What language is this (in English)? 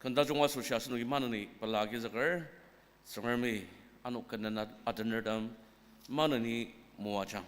Ao Naga